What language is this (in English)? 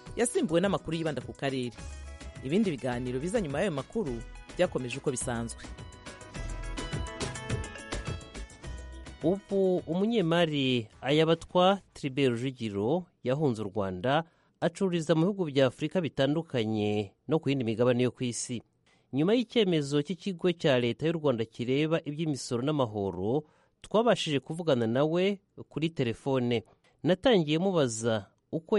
Kinyarwanda